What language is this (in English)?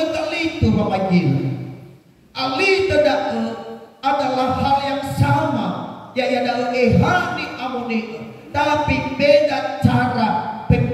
Nias